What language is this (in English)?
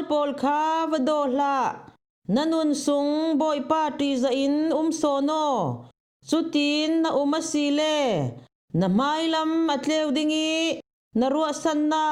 Falam Chin